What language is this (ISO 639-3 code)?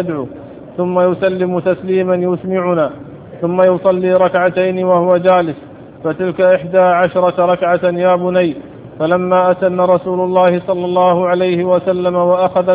ara